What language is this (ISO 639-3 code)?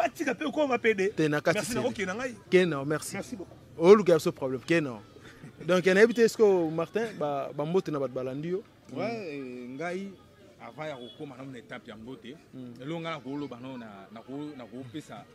lin